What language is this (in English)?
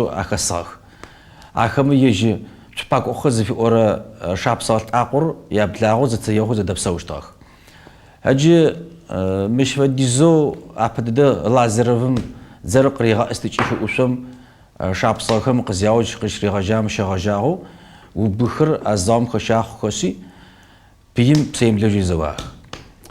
Kabardian